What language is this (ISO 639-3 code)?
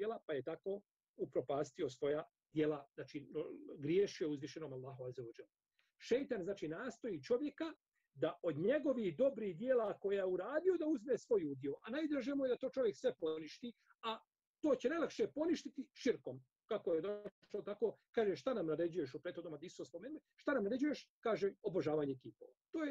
bos